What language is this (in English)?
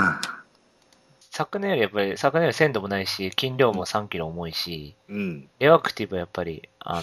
Japanese